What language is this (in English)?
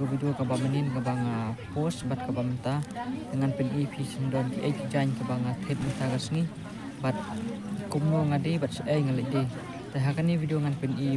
Khasi